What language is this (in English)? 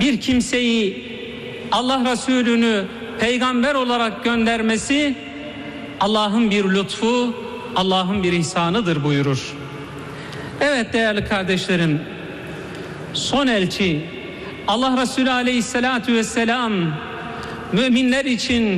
Turkish